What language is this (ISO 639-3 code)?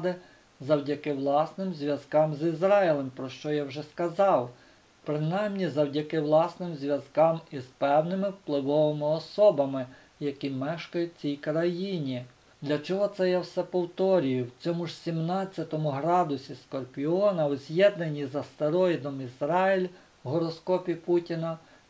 ukr